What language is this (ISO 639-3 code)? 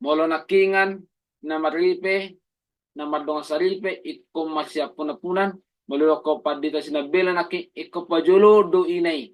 bbc